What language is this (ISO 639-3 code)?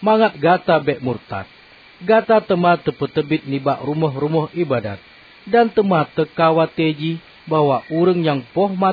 ace